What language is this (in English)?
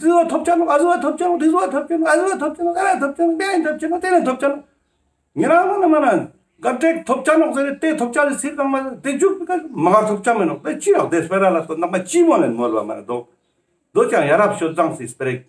Ladakhi